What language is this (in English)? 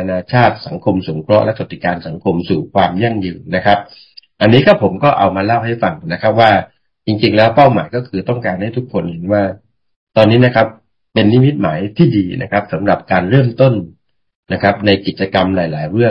Thai